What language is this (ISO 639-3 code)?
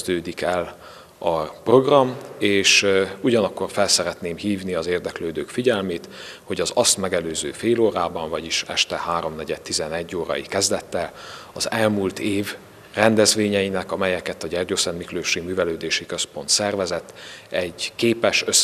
hun